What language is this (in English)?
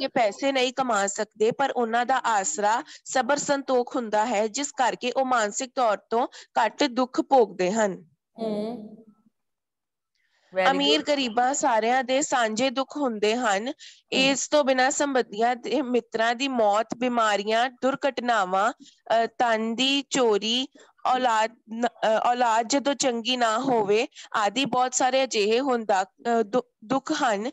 Punjabi